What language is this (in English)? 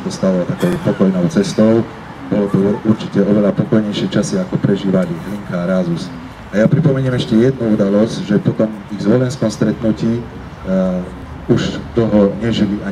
Slovak